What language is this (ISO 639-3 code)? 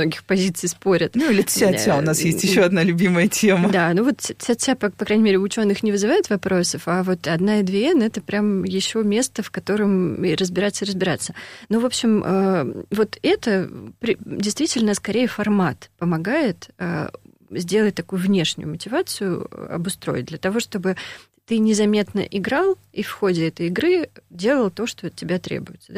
rus